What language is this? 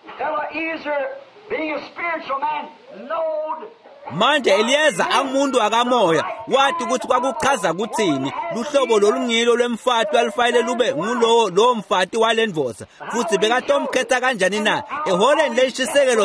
Swati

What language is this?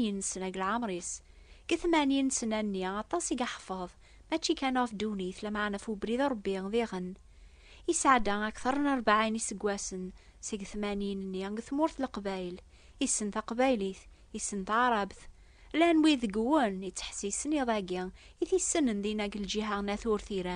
Kabyle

